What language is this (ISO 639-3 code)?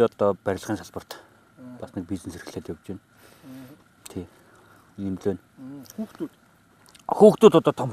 mon